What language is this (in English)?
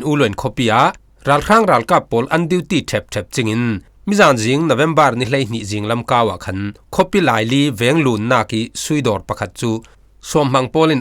Falam Chin